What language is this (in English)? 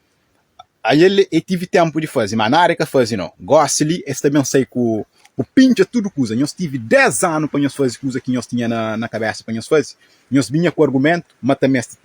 Kabuverdianu